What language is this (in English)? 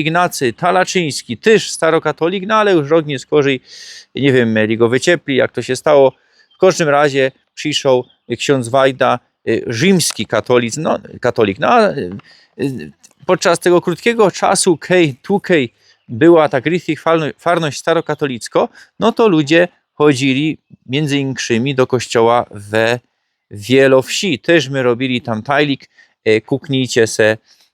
Silesian